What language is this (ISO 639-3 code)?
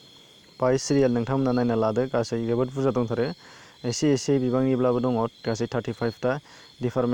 brx